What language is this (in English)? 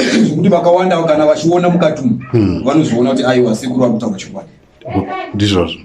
Shona